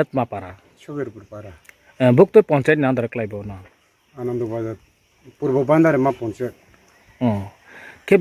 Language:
Riang (India)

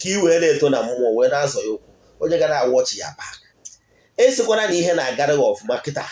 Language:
Igbo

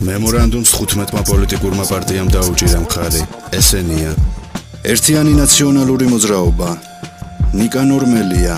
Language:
Georgian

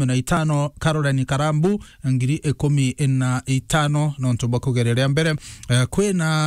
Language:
Meru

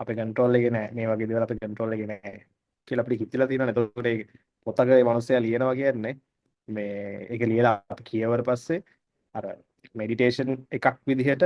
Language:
Sinhala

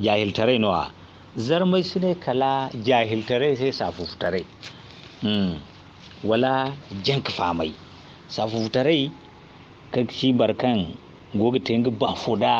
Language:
Zarma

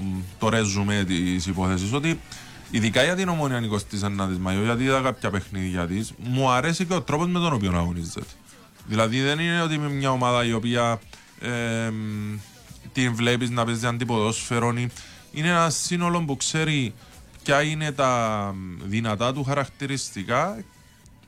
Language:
Greek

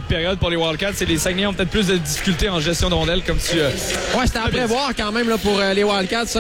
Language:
French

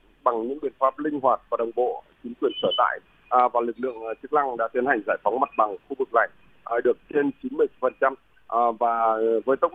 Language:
Vietnamese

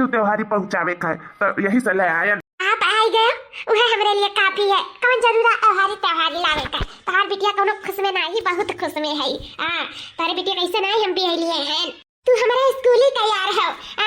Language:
Awadhi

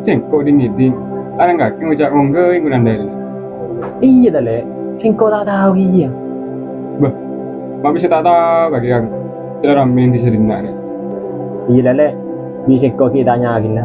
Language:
Madurese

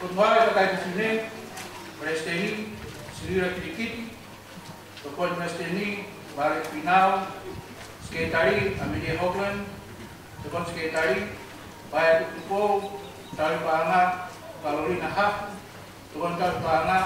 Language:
Tongan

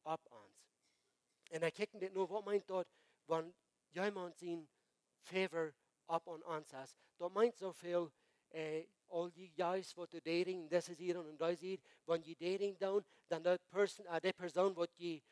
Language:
Plautdietsch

